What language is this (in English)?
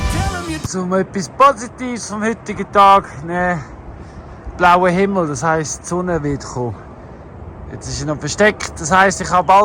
Swiss German